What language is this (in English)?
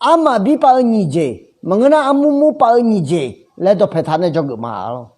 Akha